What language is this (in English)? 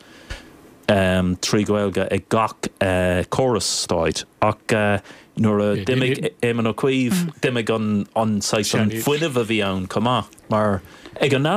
Irish